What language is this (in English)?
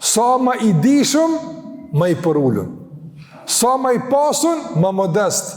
Albanian